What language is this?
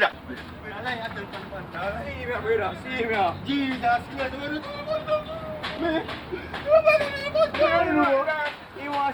Jamaican Creole English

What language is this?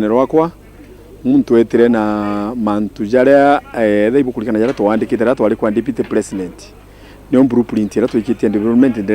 Meru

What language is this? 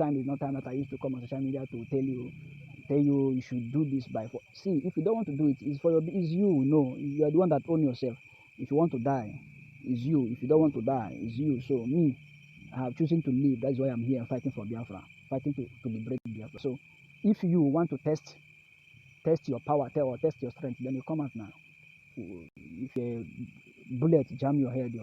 Nigerian Pidgin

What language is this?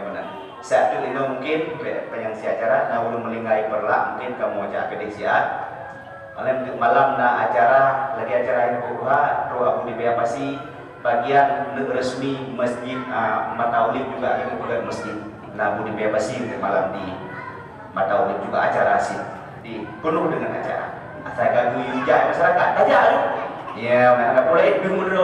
Achinese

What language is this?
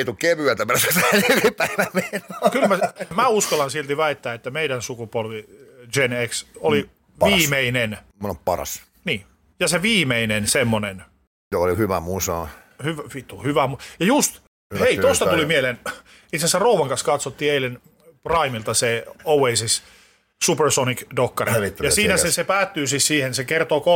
Finnish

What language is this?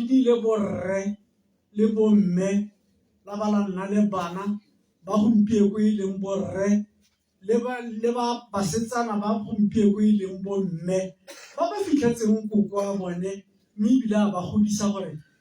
Tswana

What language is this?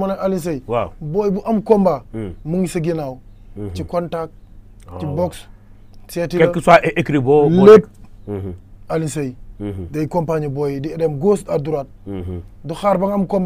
Wolof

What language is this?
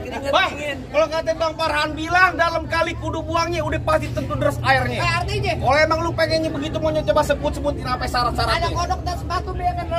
Betawi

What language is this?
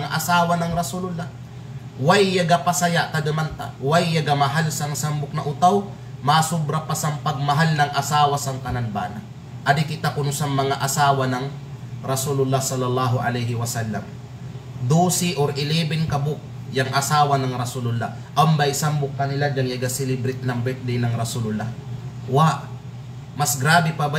Kalagan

